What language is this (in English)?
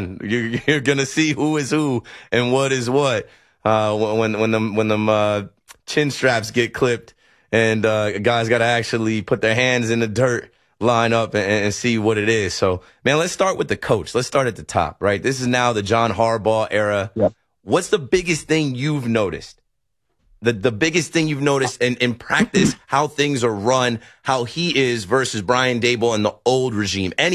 English